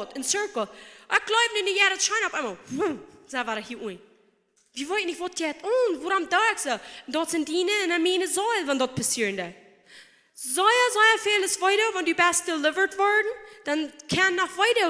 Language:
Plautdietsch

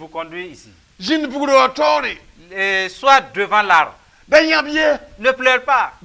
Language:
Mossi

